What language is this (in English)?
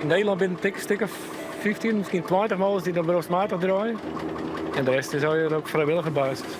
Western Frisian